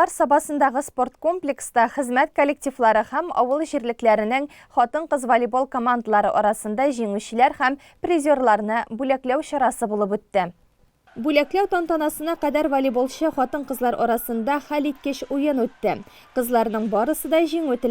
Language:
Tatar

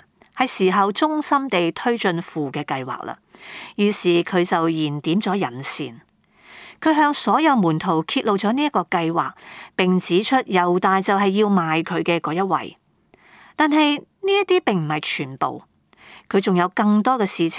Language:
Cantonese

